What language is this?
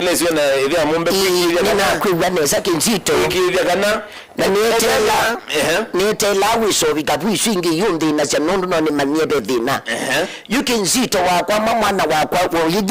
Kamba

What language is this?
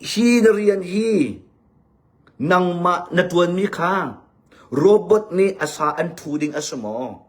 Hakha Chin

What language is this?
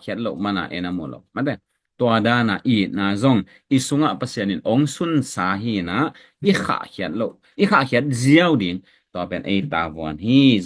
Tedim Chin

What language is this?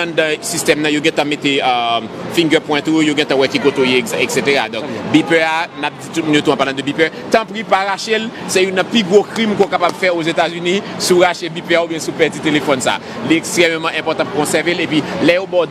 Haitian Creole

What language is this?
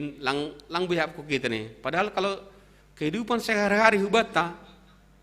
Batak Simalungun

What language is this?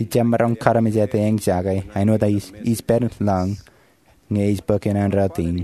Marshallese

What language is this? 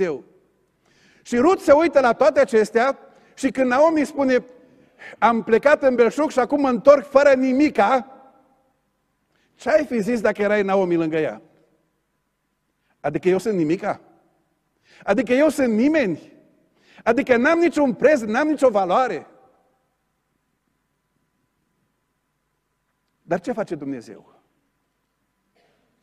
Romanian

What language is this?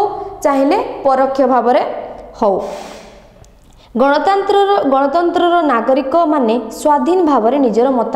Odia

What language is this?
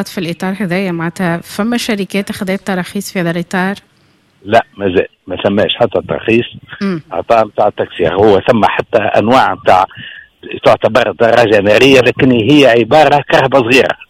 Tunisian Arabic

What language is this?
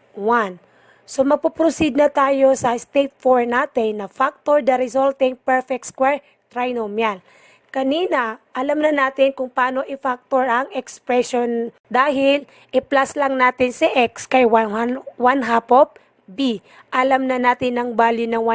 Maranao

